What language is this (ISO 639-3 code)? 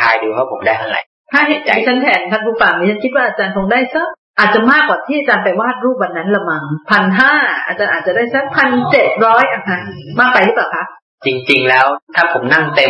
tha